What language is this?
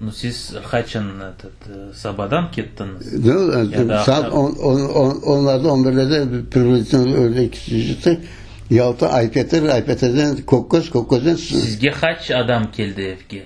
Crimean Tatar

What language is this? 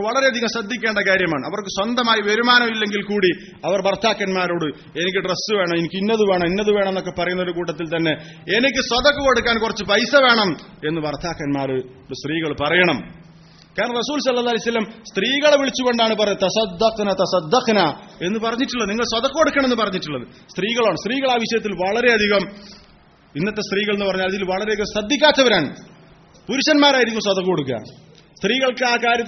Malayalam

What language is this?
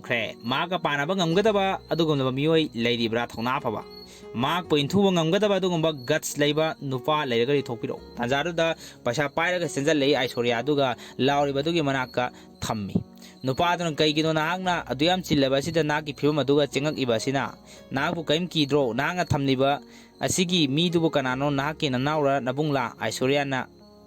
Manipuri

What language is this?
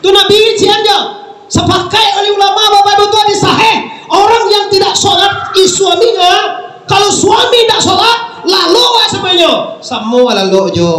Minangkabau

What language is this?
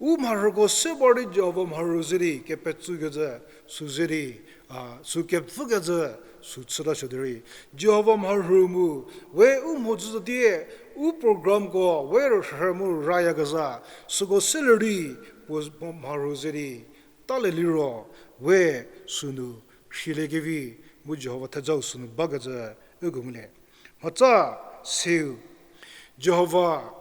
Angami Naga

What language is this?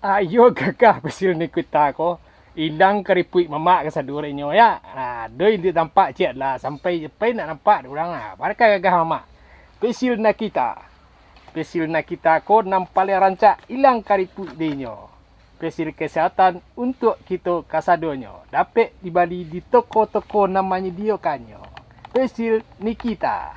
Minangkabau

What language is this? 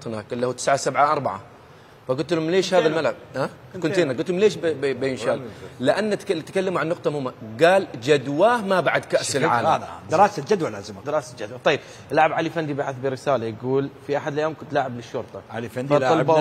Mesopotamian Arabic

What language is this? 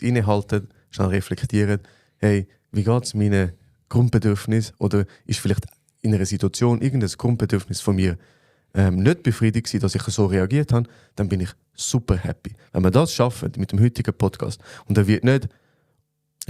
Swiss German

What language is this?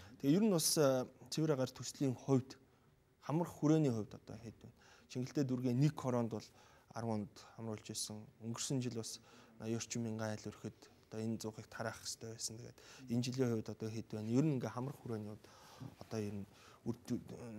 Mongolian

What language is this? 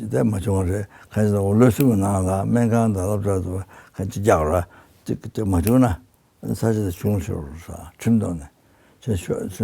Tibetan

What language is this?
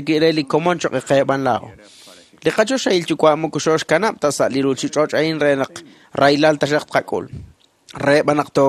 Kekchí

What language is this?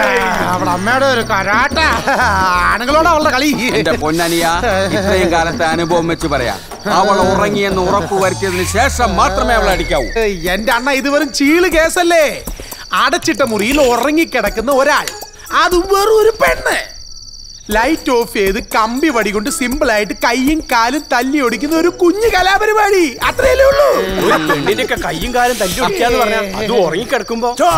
Malayalam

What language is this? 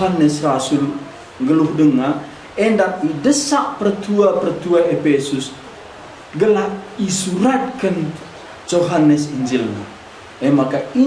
Batak Karo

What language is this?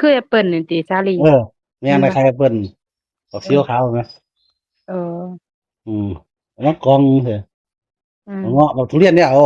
Northeastern Thai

